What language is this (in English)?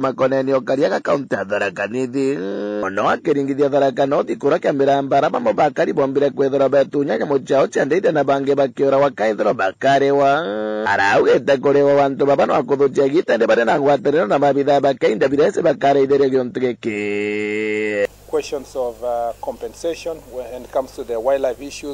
Meru